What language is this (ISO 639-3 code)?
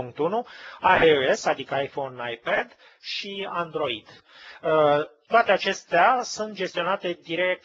ron